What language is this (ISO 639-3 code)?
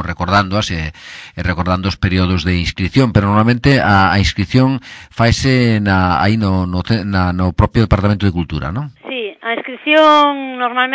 glg